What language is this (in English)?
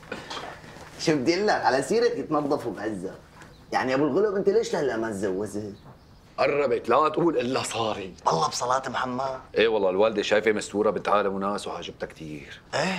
North Levantine Arabic